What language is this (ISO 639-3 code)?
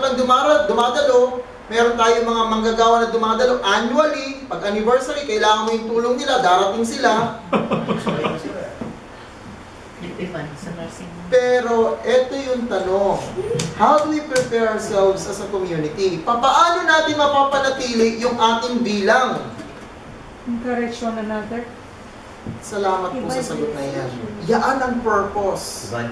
fil